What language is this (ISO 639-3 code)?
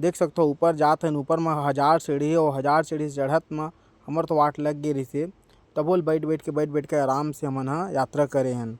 hne